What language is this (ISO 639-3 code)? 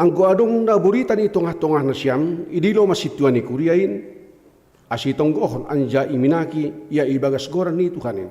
bts